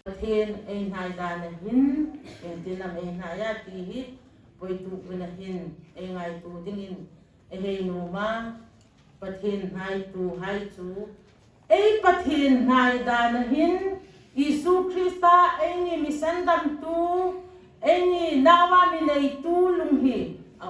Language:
Hmar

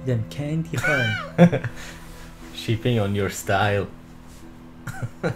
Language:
Swiss German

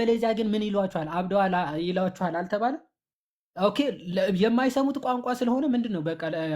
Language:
Amharic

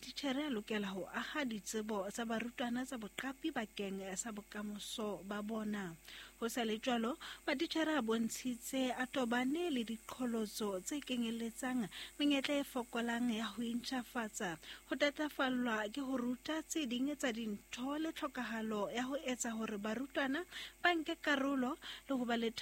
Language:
Southern Sotho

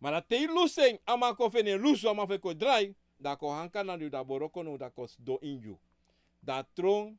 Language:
Sranan Tongo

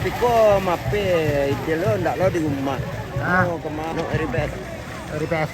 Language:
Minangkabau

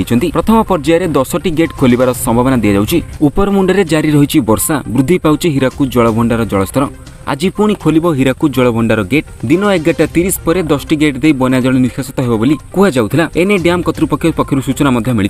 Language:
Odia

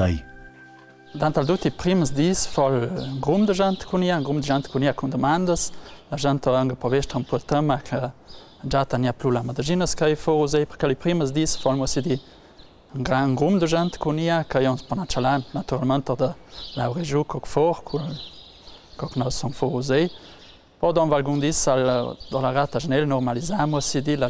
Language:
Ladin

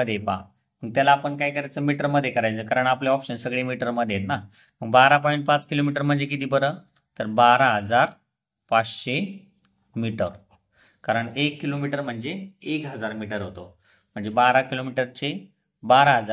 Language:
Marathi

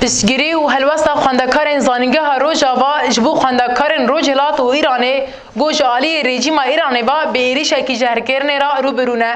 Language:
Kurdish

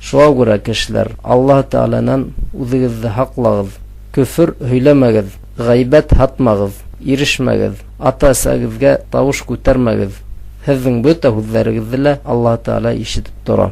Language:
Bashkir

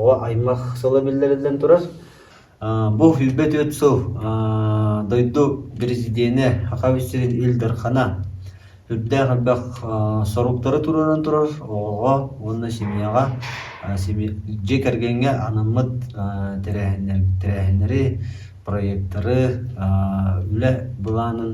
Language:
Yakut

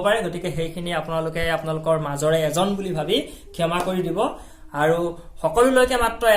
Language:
Assamese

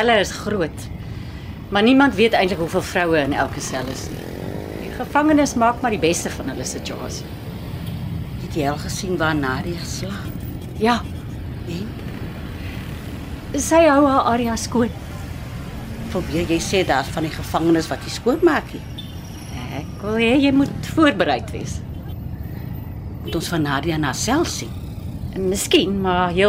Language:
Afrikaans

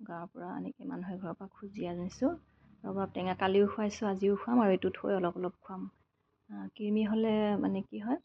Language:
Assamese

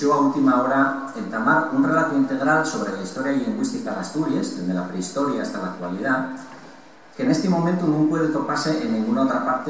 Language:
Asturian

